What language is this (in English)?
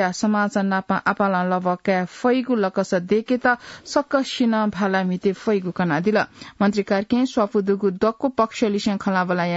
Newari